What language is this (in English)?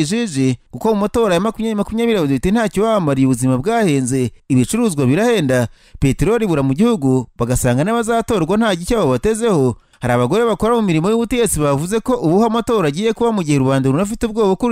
Kinyarwanda